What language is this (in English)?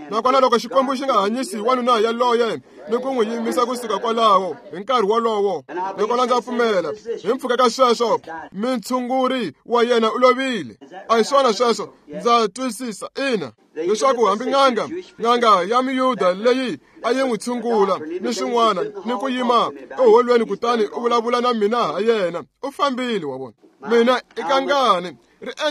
Tsonga